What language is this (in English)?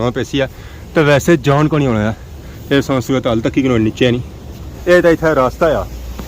Pahari-Potwari